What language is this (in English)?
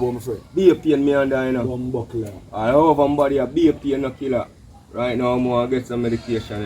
Jamaican Creole English